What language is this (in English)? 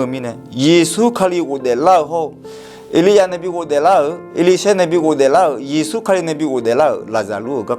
Akha